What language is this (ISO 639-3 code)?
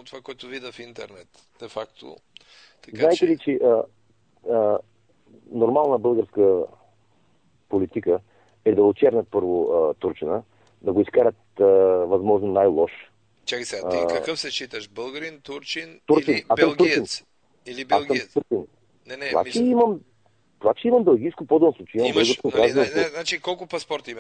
bul